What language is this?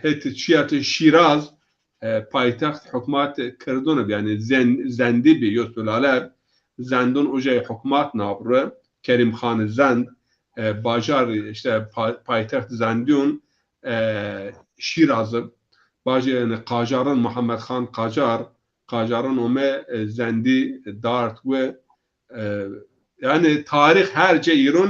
Zaza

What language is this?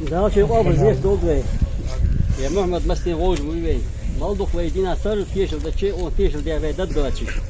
Ingush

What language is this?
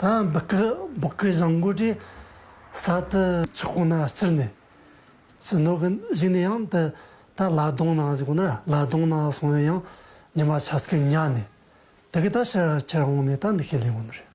Tibetan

